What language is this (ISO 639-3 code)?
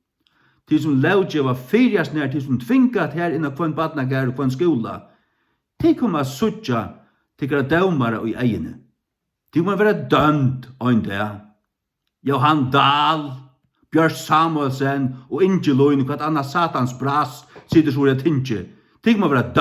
fao